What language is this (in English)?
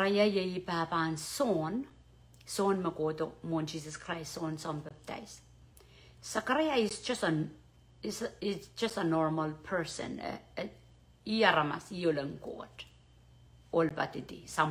Pohnpeian